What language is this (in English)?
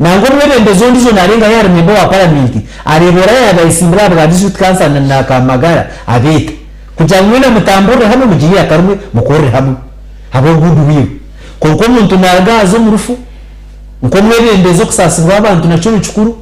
Nyankole